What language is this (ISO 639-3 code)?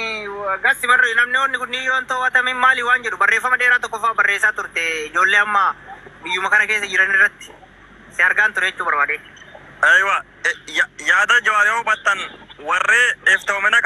orm